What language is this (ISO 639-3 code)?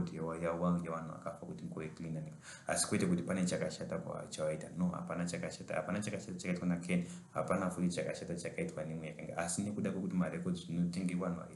sna